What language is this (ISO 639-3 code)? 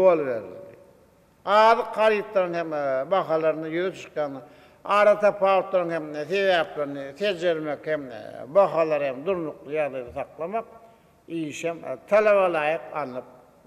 tuk